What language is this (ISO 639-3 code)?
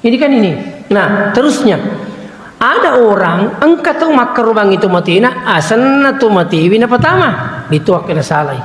bug